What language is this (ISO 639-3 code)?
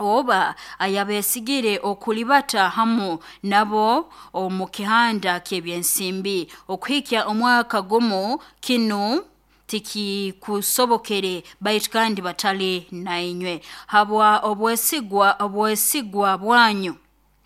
nyo